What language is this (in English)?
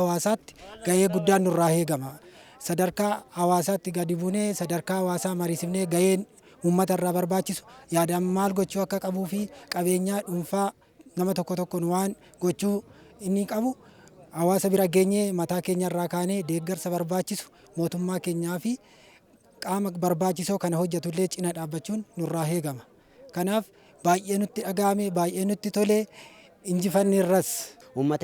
Oromo